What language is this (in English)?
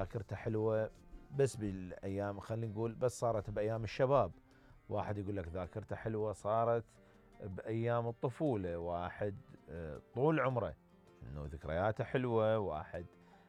Mesopotamian Arabic